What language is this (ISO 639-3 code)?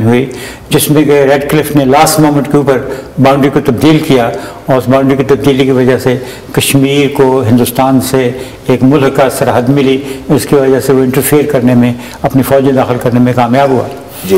urd